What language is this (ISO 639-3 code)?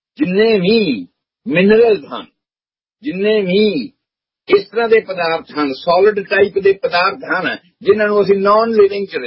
pan